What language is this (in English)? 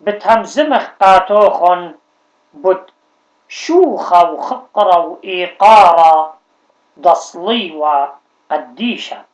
Assyrian Neo-Aramaic